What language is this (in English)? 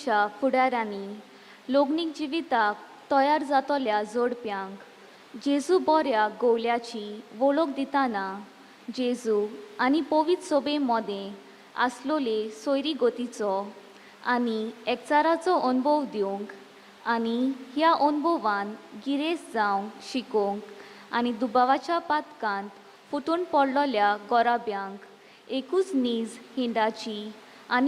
Konkani